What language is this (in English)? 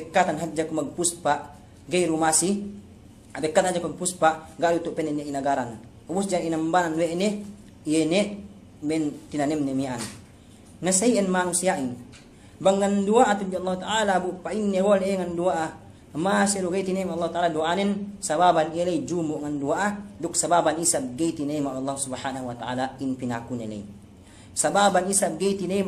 Yakan